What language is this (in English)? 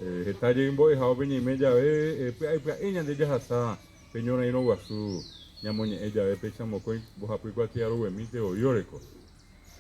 Guarani